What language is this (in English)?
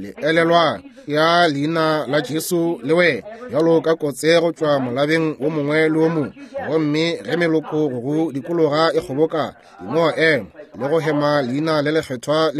Northern Sotho